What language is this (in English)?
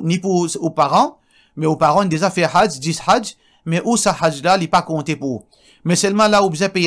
Morisyen